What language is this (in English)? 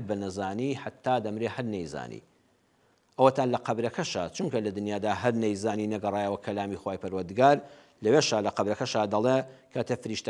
Central Kurdish